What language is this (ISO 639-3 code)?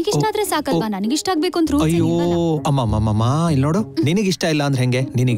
kan